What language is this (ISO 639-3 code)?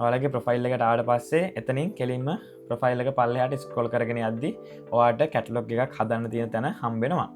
sin